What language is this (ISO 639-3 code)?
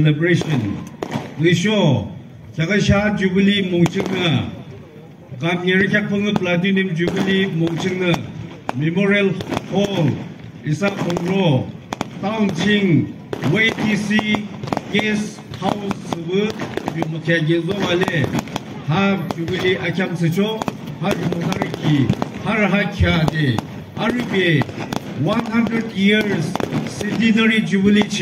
yim